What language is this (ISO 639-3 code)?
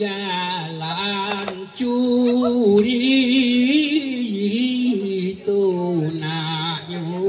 min